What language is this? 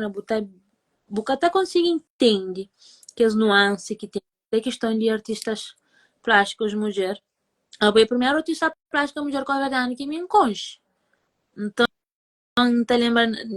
Kabuverdianu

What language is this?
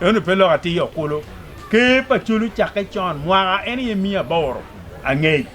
Acoli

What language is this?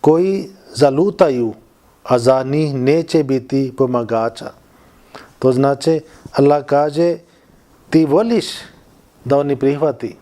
Bosnian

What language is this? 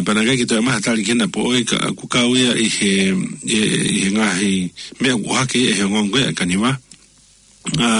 Tongan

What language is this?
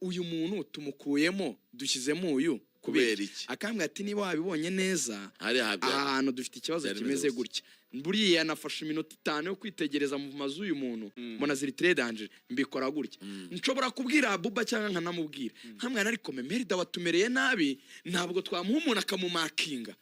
Kinyarwanda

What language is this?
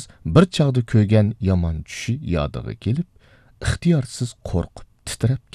Uyghur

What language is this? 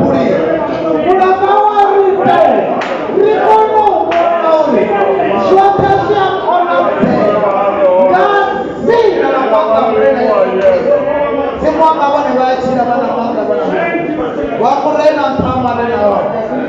Venda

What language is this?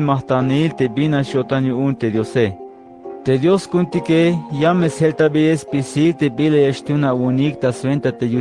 Tzeltal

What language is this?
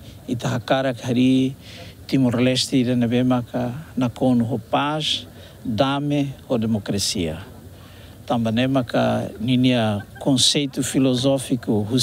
Tetum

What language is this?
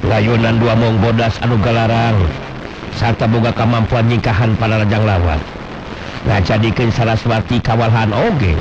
Sundanese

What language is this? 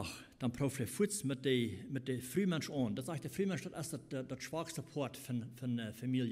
Plautdietsch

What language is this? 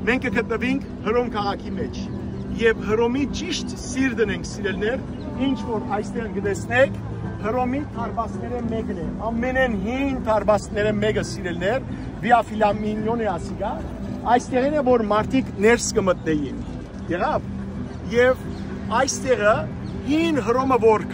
Western Armenian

